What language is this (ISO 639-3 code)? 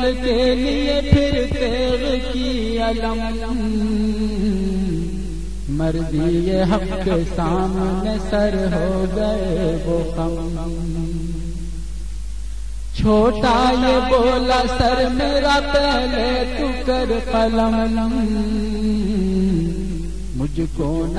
urd